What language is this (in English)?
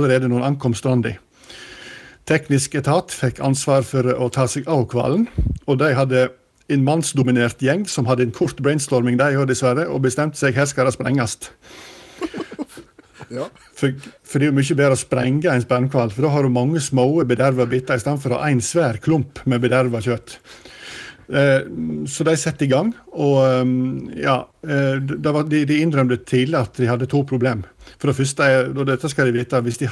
Norwegian